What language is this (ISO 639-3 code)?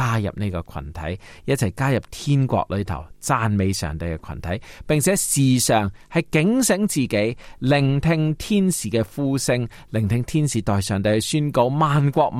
yue